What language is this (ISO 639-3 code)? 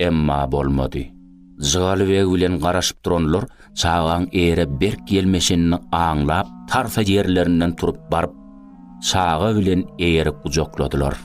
tuk